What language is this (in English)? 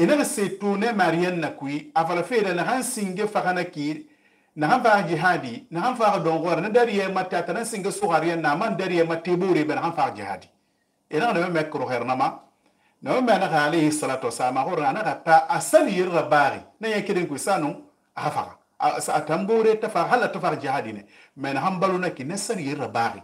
Susu